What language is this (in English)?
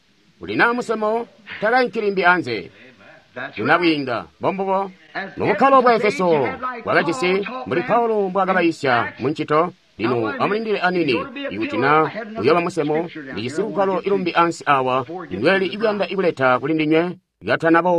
Tonga (Zambia)